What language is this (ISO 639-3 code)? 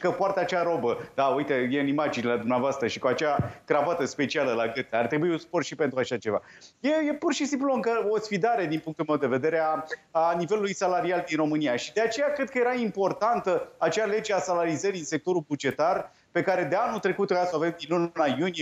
ron